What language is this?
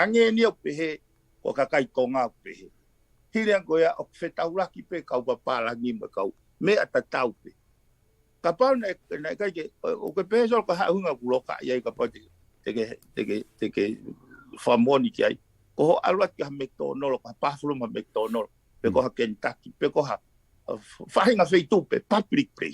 Tongan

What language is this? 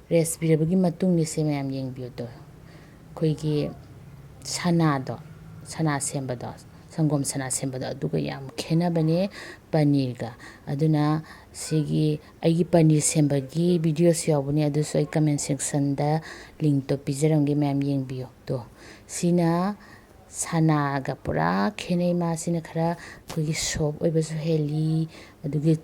Manipuri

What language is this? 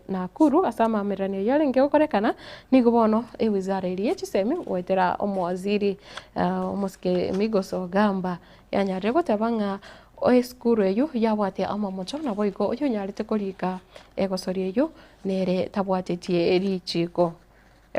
Gusii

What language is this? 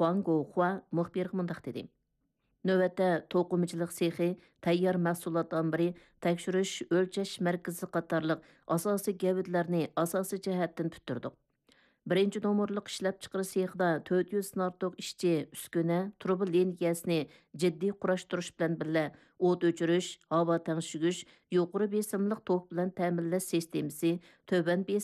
Uyghur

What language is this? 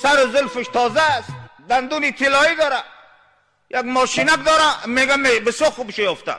Tajik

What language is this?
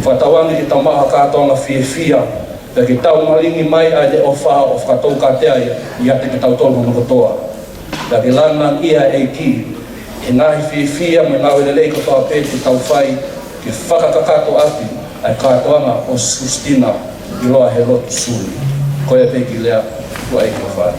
Tongan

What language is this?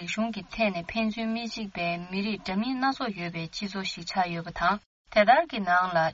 Tibetan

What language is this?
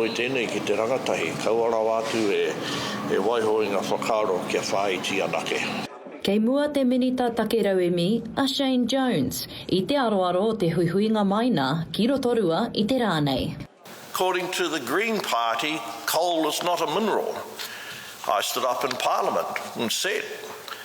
Māori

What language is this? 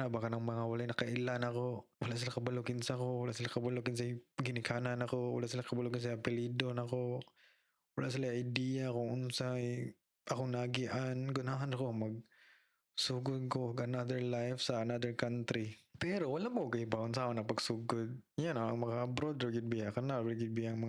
Cebuano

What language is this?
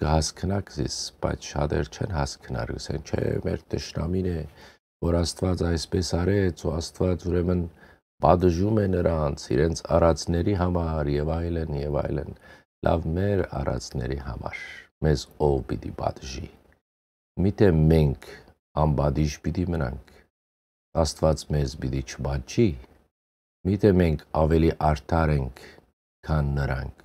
Western Armenian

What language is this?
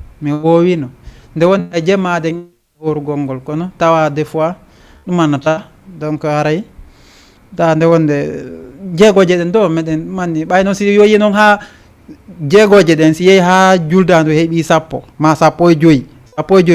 Fula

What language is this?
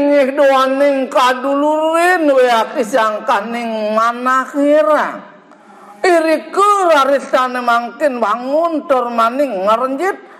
Balinese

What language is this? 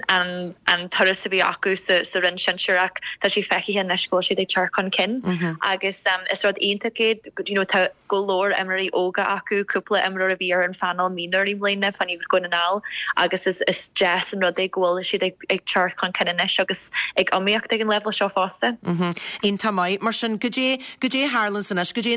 Irish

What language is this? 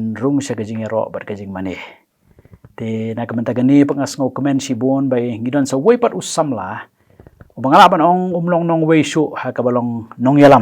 Khasi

